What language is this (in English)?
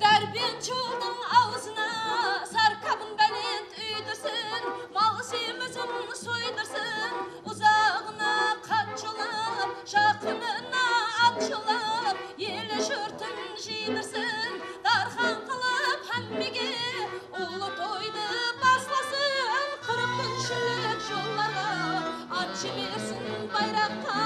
Kara-Kalpak